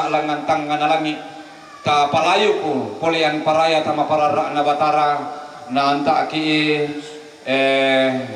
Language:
Toraja-Sa'dan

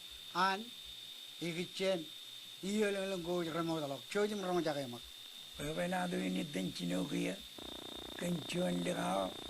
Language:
Marshallese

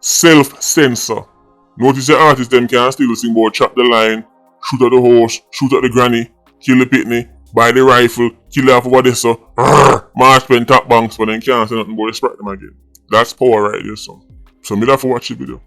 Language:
Jamaican Creole English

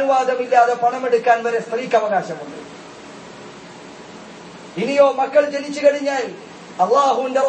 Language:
Malayalam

